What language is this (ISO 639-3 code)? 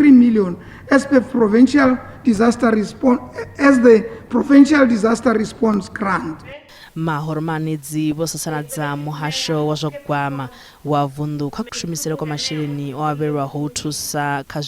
ven